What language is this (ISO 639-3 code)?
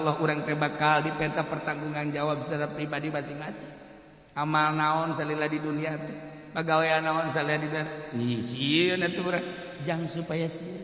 sun